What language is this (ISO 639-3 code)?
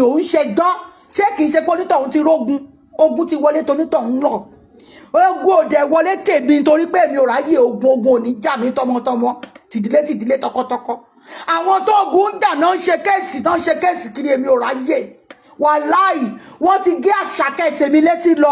yor